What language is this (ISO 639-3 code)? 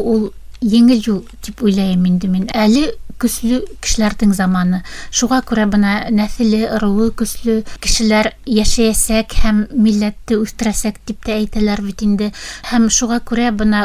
bak